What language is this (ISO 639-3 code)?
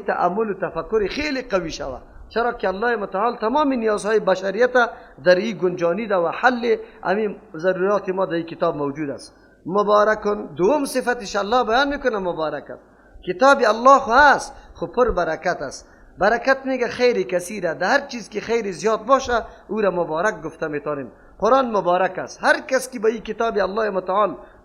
fas